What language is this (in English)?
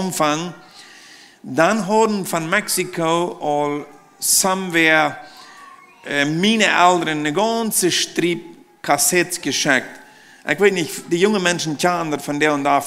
Plautdietsch